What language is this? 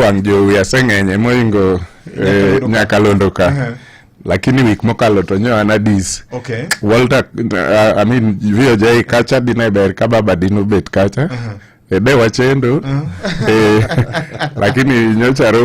Luo (Kenya and Tanzania)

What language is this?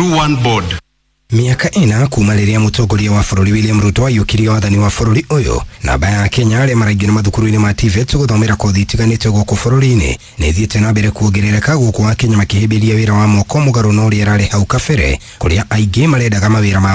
Kikuyu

